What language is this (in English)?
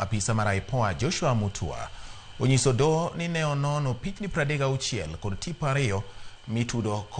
Luo (Kenya and Tanzania)